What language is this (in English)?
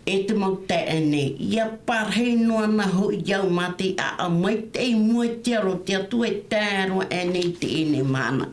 Tahitian